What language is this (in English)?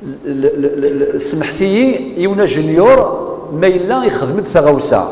Kabyle